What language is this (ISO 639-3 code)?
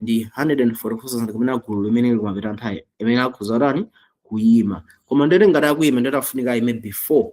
nya